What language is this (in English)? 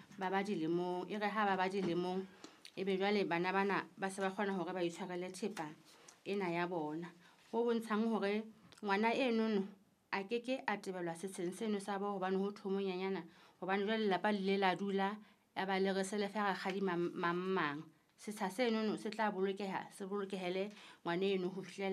Southern Sotho